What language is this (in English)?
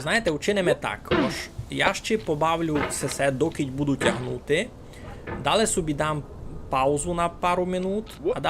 Rusyn